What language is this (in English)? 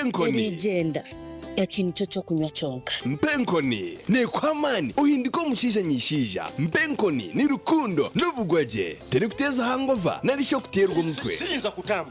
Nyankole